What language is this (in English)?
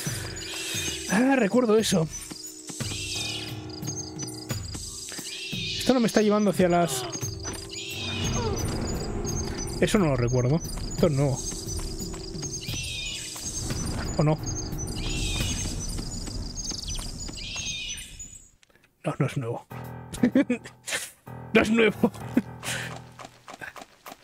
Spanish